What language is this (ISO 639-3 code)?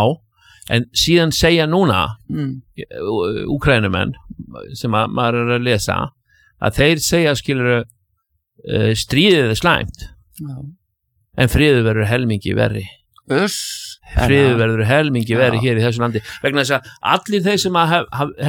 isl